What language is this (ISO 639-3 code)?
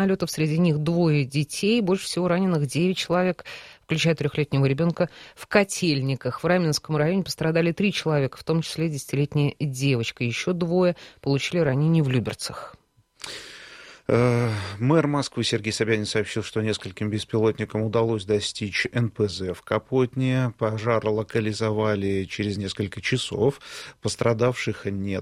rus